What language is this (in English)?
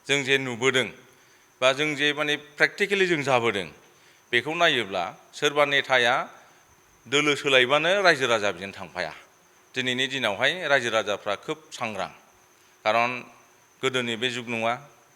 Bodo